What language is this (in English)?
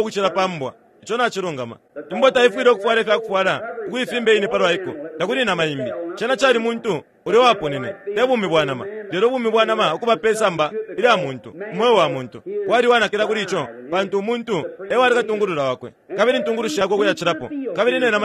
Bemba